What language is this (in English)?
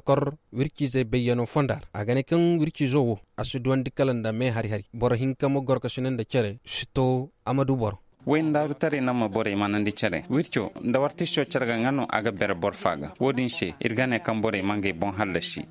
Zarma